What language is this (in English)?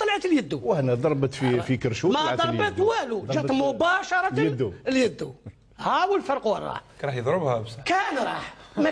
Algerian Arabic